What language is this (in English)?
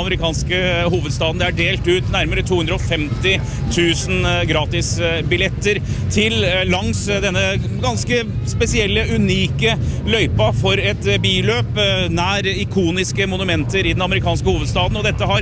Norwegian